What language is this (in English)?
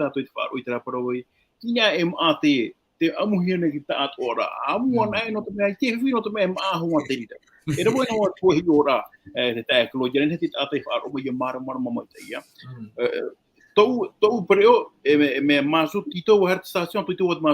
Tahitian